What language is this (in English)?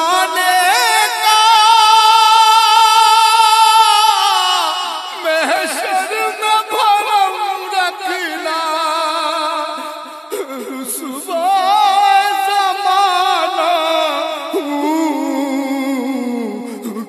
Urdu